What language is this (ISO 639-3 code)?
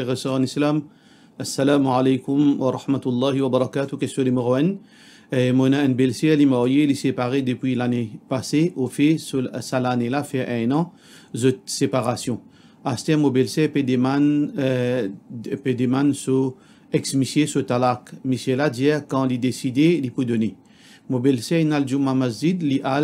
mfe